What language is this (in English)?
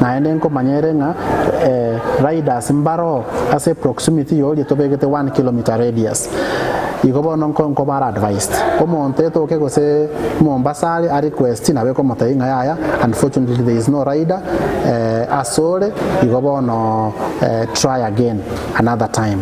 Gusii